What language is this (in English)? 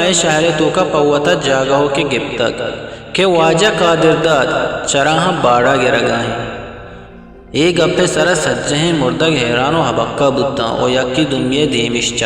Eastern Balochi